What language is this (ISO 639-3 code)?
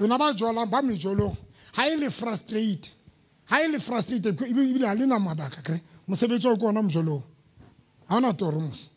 sot